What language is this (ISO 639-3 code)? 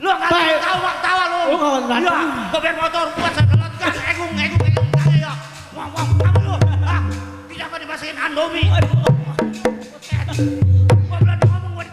bew